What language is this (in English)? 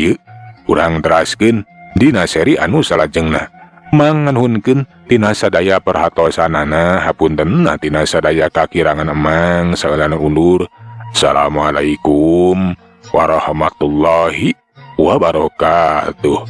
Sundanese